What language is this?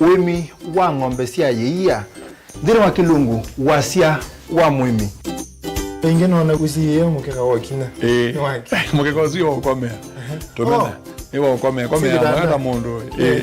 Kamba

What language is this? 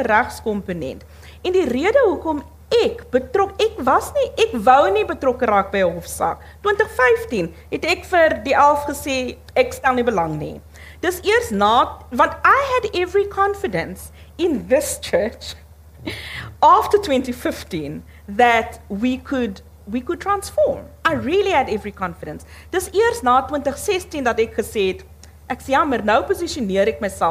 Afrikaans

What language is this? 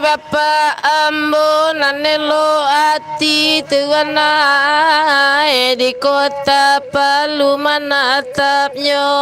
Minangkabau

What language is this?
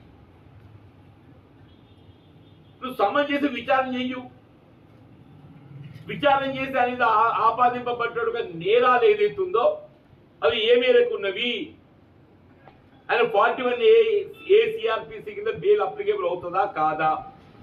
Telugu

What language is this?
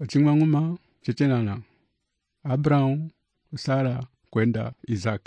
Umbundu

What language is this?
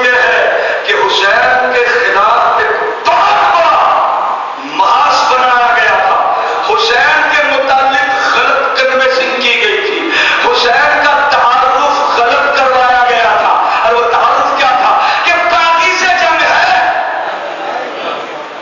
Urdu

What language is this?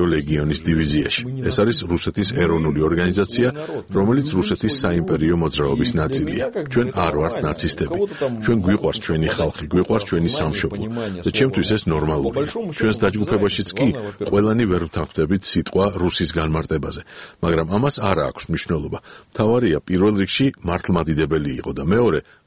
Georgian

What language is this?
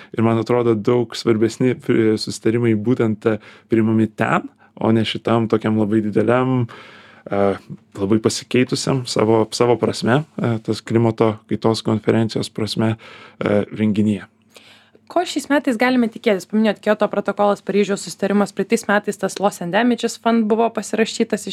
Lithuanian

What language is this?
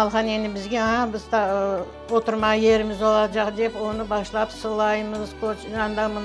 Crimean Tatar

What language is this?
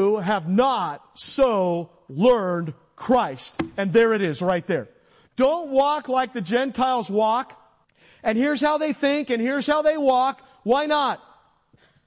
English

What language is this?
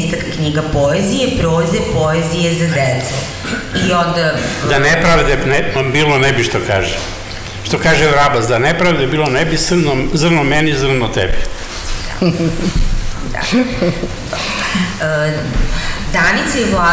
Serbian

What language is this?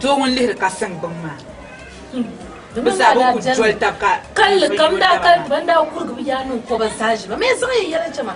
Dagbani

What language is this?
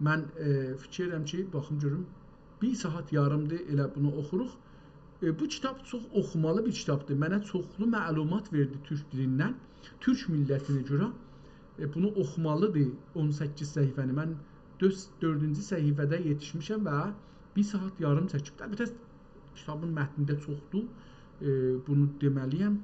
South Azerbaijani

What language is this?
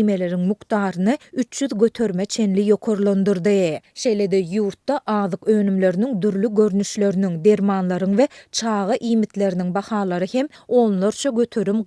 Turkmen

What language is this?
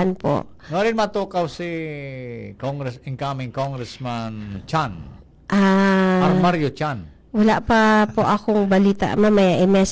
Bikol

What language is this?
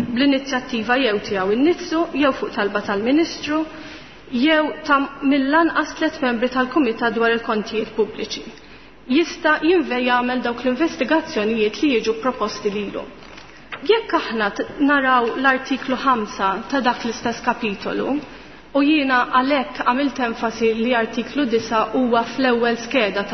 Maltese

